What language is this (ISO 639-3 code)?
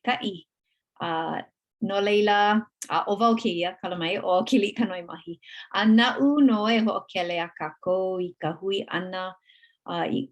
haw